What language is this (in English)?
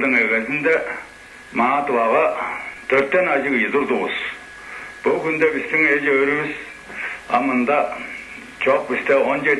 Tuvinian